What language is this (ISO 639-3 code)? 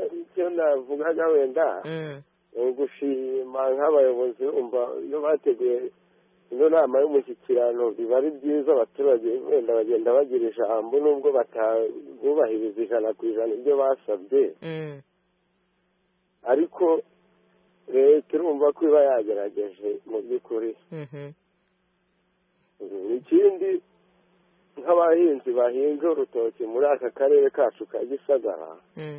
kin